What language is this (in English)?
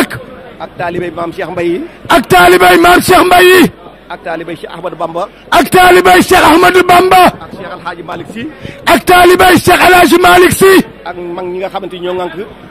Wolof